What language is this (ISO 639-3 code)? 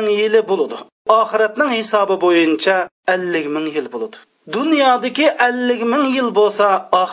uig